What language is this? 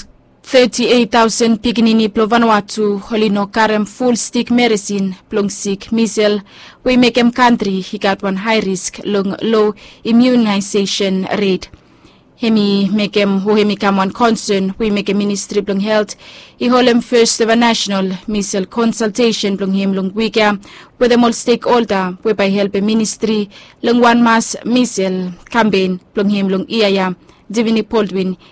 Bislama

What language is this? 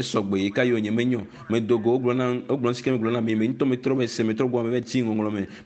Ewe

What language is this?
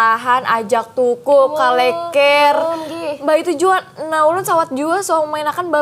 Banjar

